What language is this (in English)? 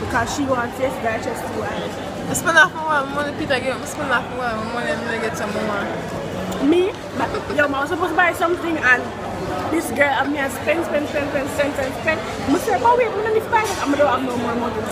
Jamaican Creole English